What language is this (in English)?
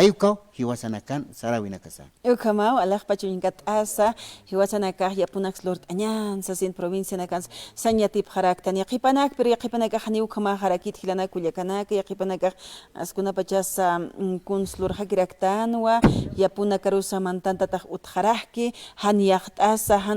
Aymara